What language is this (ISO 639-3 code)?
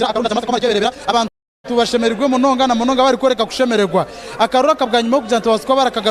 nyn